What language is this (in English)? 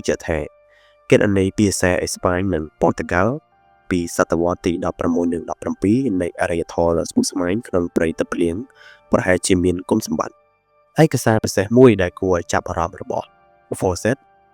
Khmer